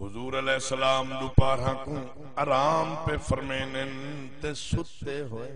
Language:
Saraiki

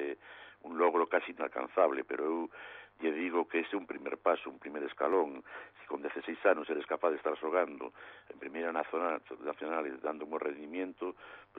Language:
Galician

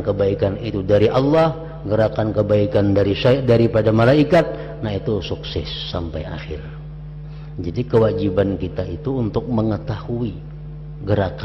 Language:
Indonesian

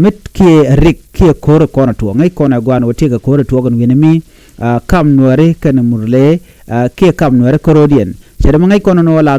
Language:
Nuer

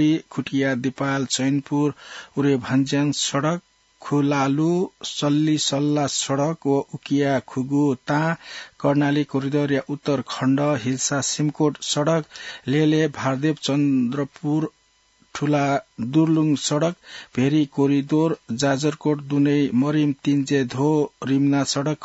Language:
Newari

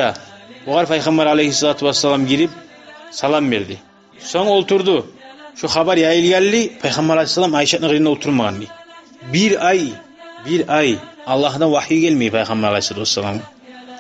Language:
Kumyk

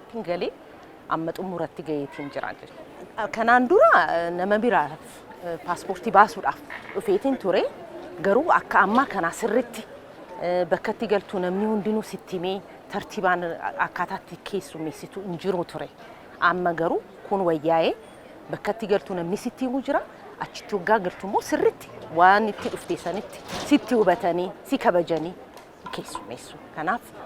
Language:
Oromo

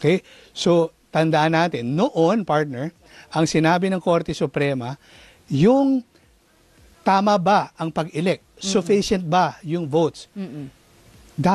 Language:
Filipino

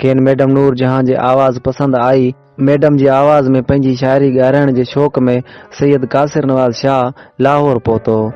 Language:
Sindhi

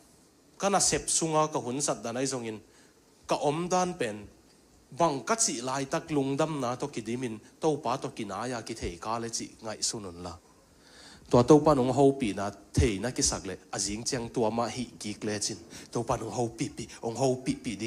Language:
Tedim Chin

